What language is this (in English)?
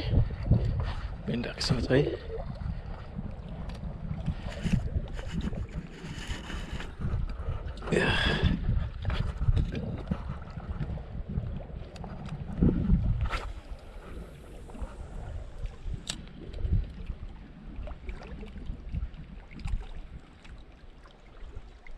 Indonesian